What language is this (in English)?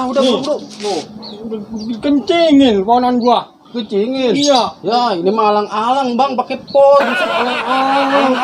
Betawi